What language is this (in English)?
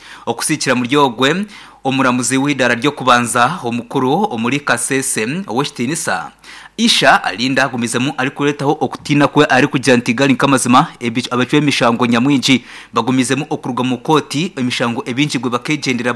Nyankole